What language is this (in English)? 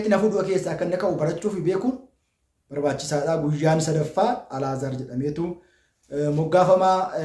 Oromo